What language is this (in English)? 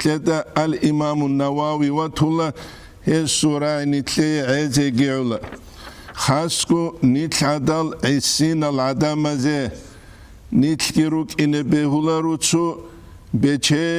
Avaric